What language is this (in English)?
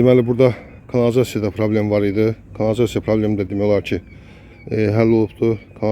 Azerbaijani